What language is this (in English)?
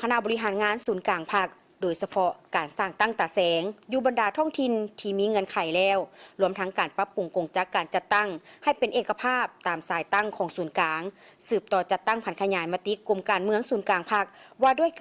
Lao